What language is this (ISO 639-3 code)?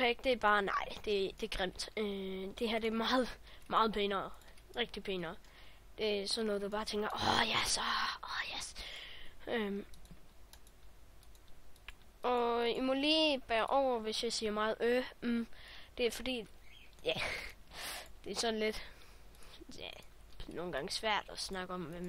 dan